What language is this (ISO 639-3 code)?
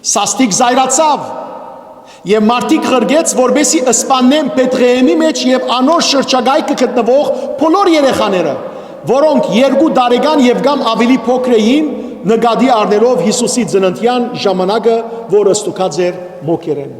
hyw